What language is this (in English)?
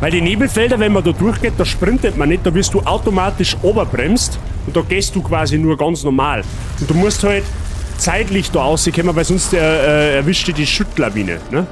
Bavarian